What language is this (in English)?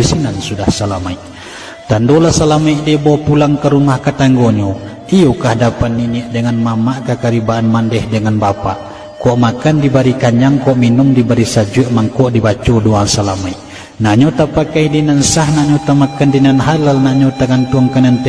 Minangkabau